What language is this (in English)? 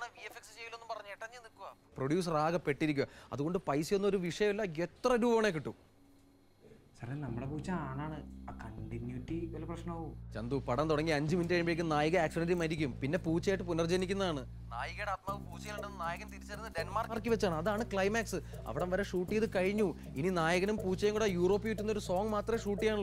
Malayalam